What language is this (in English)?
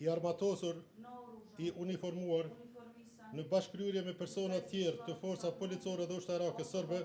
Albanian